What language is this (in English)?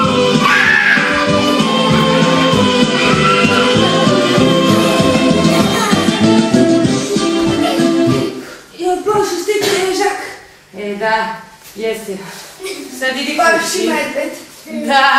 Serbian